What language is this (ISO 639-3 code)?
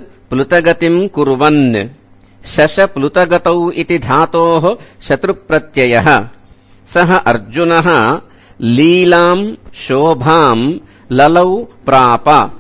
san